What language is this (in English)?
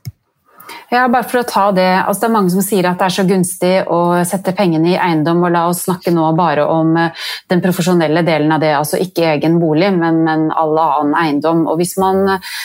Norwegian